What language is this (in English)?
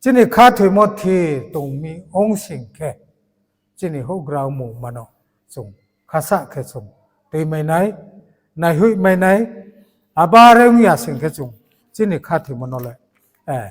Riang (India)